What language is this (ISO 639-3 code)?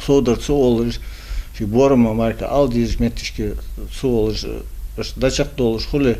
inh